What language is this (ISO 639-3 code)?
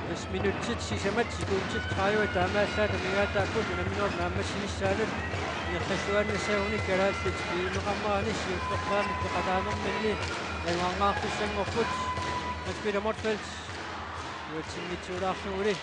kal